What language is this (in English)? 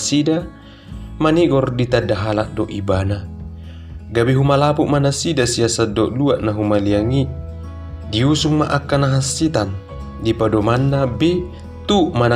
Batak Toba